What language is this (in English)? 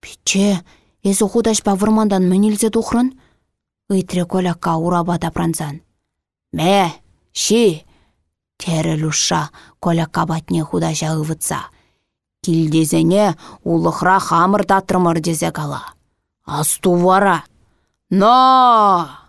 Chuvash